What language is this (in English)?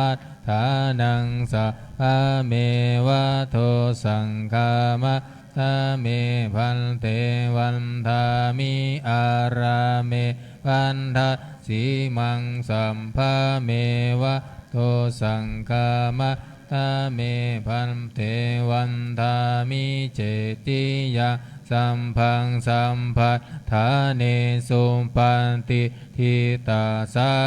Pali